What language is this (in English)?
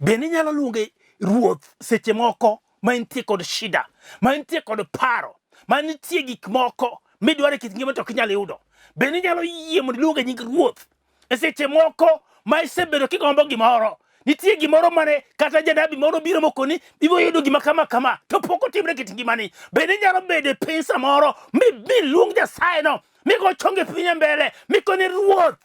Luo (Kenya and Tanzania)